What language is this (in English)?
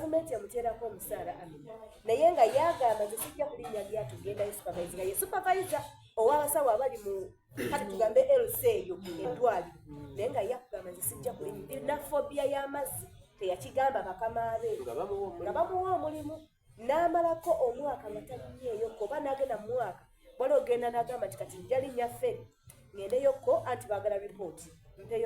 Soga